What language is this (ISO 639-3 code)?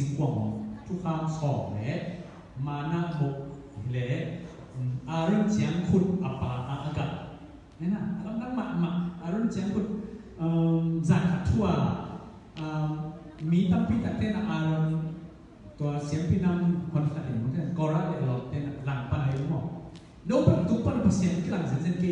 ctd